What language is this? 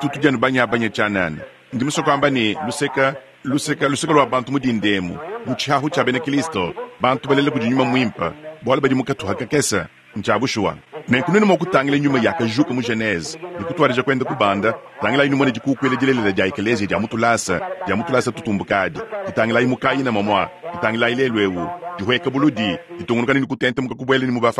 Luba-Lulua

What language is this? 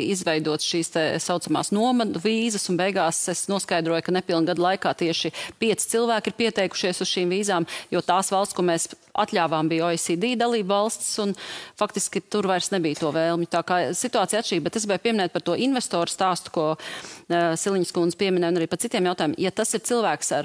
Latvian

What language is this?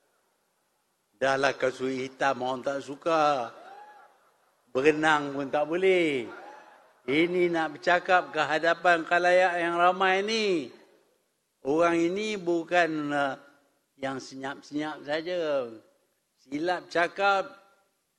Malay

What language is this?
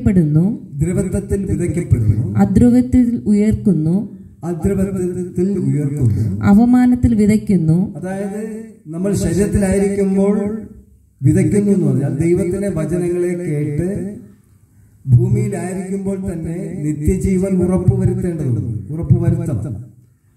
Malayalam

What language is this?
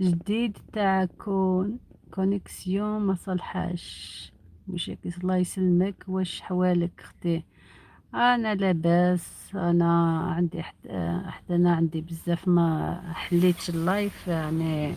Algerian Arabic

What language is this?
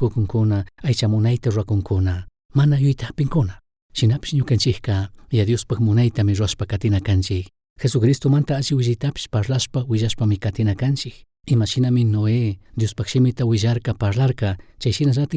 Chimborazo Highland Quichua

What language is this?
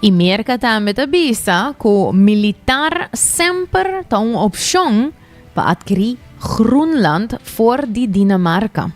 Papiamento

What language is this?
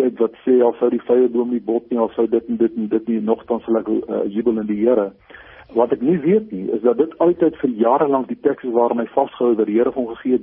Afrikaans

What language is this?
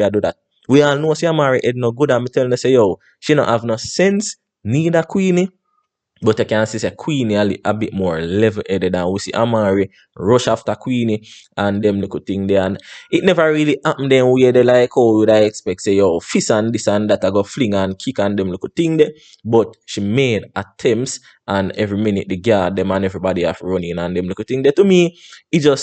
Jamaican Creole English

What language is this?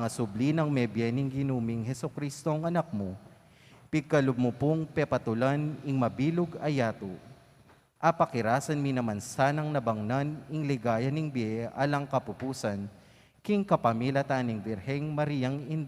Pampanga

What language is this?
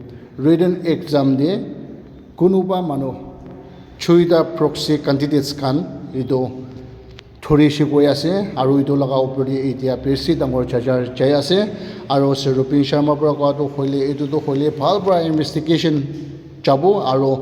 Naga Pidgin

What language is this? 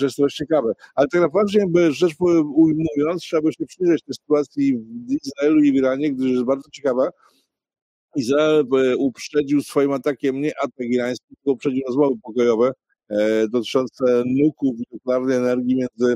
Polish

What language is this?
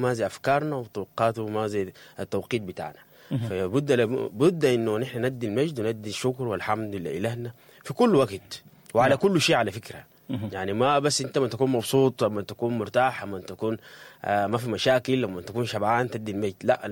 Sudanese Arabic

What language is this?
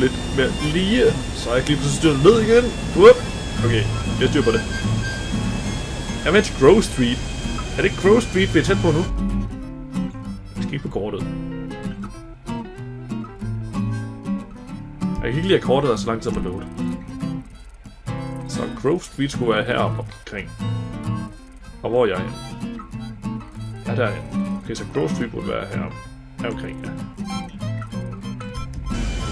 Danish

